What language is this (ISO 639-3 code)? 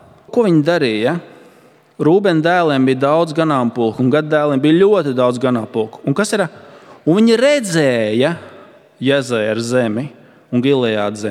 lav